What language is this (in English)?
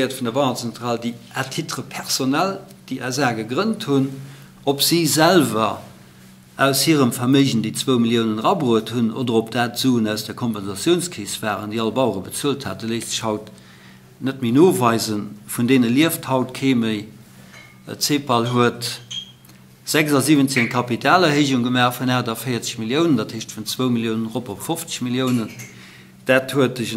Luxembourgish